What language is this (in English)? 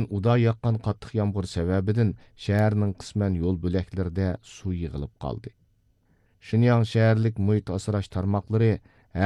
Uyghur